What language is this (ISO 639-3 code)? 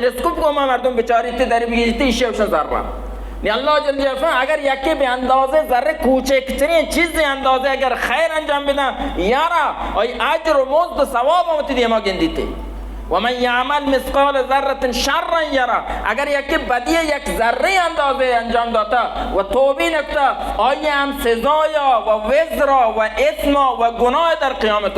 bal